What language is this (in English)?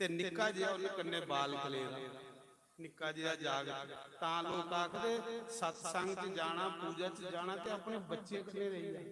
Dogri